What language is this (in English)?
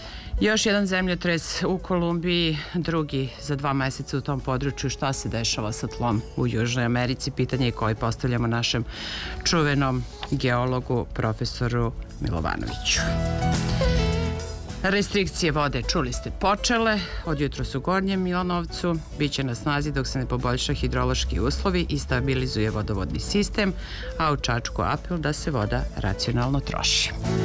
Serbian